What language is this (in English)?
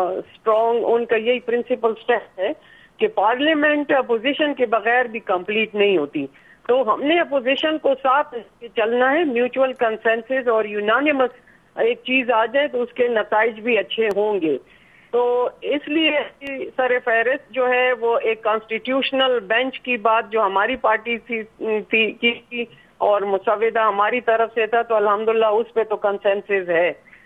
Urdu